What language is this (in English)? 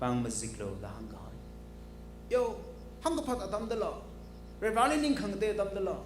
Tangkhul Naga (India)